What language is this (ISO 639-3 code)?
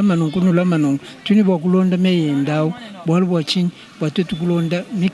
lua